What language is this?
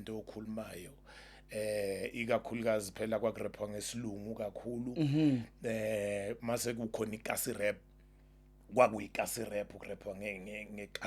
Zulu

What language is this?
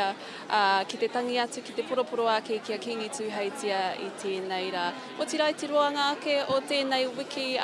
Māori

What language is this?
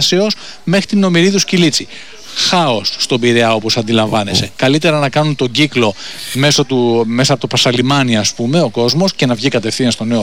Greek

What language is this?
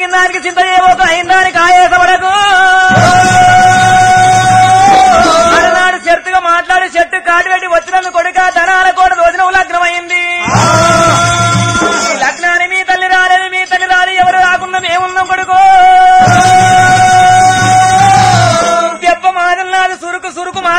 Telugu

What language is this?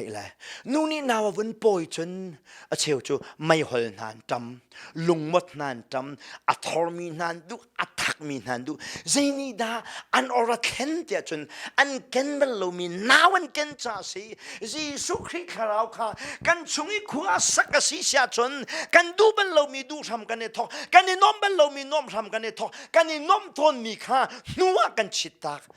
Hakha Chin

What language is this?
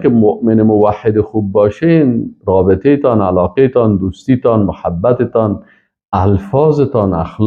Persian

